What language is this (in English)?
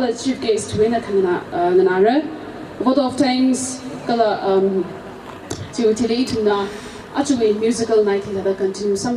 Tangkhul Naga (India)